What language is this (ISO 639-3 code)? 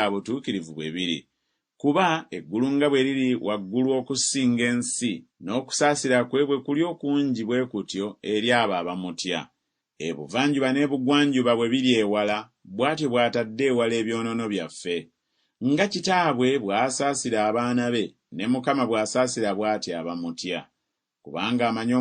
lug